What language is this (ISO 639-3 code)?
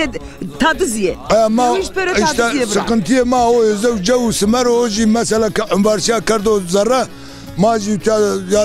zza